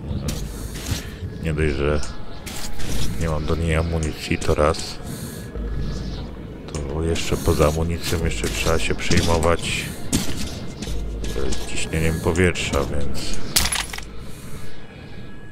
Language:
Polish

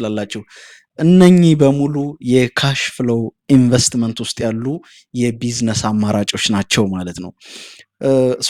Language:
Amharic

